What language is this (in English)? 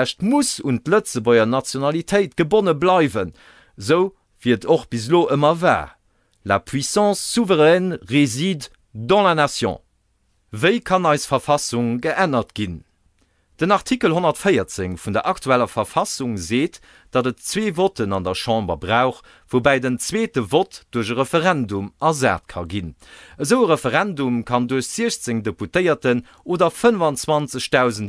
Luxembourgish